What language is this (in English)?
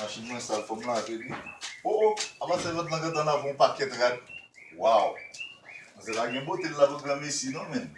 Haitian Creole